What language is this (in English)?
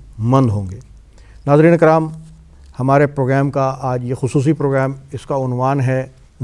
Urdu